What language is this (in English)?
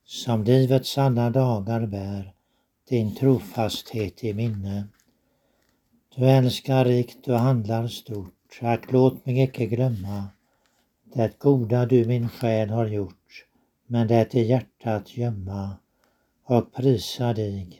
Swedish